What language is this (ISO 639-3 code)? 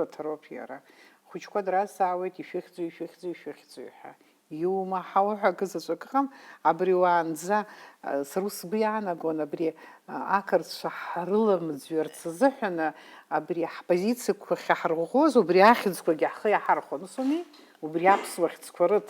abk